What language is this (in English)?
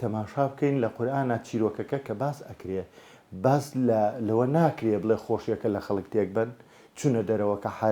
Central Kurdish